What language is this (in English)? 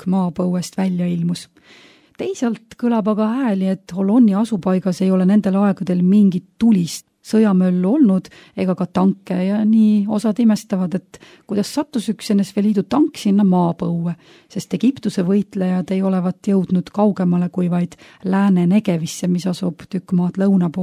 Estonian